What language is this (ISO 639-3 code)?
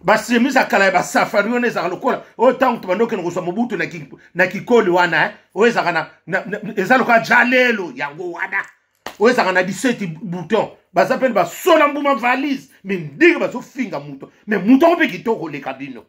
lin